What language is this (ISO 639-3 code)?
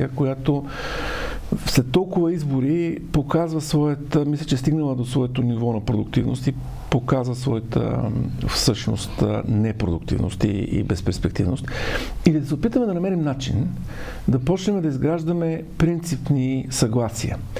bul